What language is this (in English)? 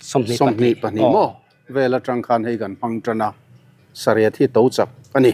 Mizo